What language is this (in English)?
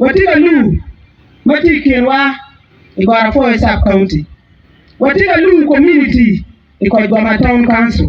Acoli